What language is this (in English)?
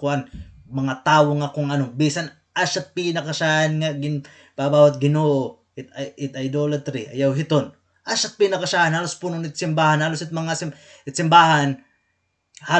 Waray